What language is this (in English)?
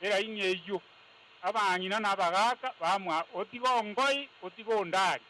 Gusii